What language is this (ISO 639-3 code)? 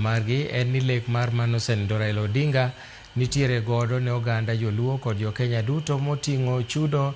luo